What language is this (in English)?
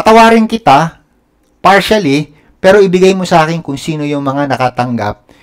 Filipino